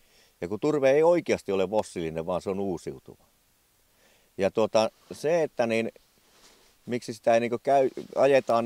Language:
Finnish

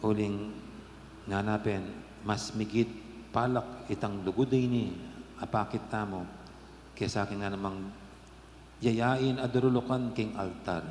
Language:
Pampanga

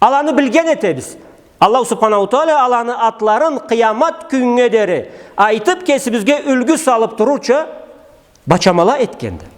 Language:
Karachay-Balkar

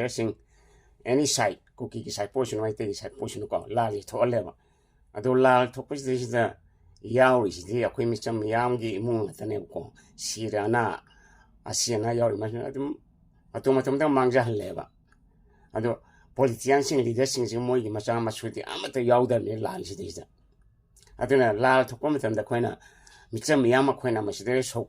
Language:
Manipuri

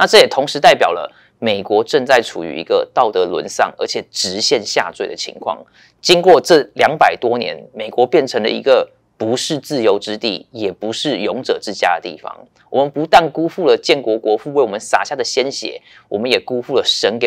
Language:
Chinese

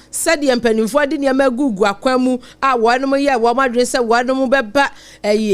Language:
Akan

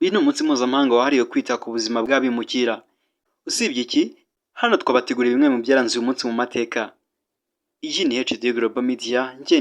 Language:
Kinyarwanda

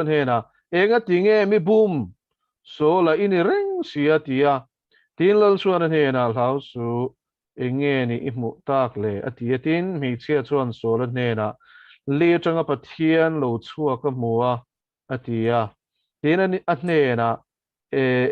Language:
Mizo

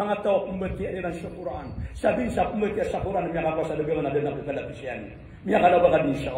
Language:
Maranao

